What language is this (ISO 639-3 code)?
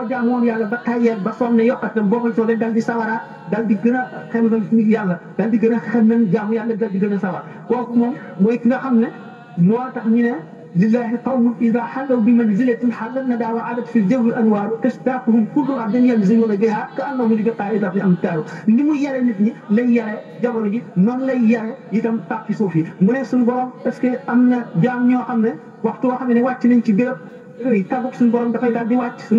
wol